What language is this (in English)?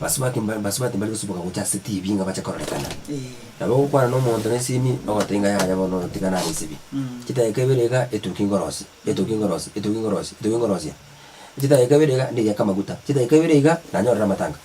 Gusii